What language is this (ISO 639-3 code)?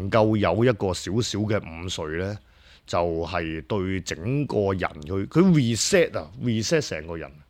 yue